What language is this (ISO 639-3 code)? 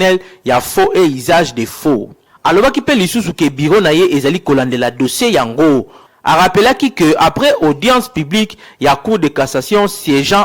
lin